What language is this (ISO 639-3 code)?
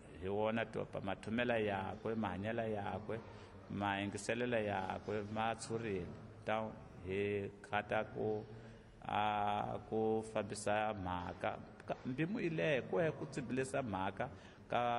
tso